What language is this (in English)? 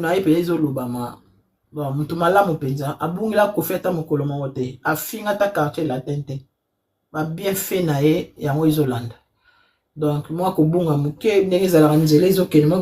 Lingala